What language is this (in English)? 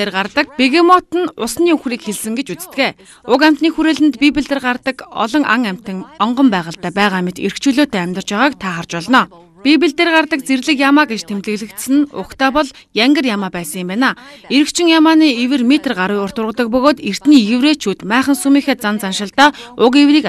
Mongolian